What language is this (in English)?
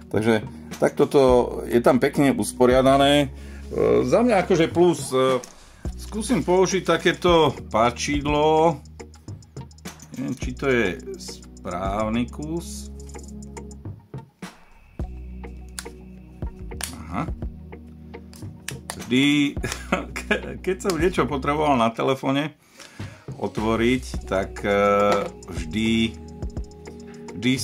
Slovak